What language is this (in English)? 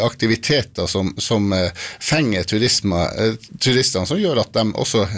Norwegian